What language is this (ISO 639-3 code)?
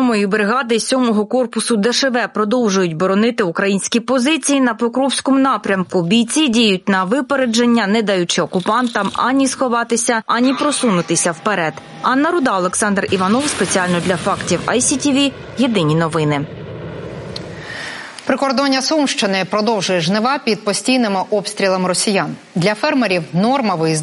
ukr